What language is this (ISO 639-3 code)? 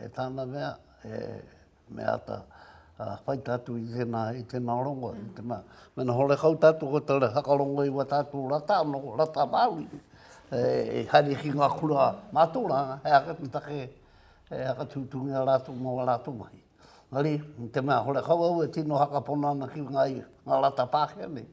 mri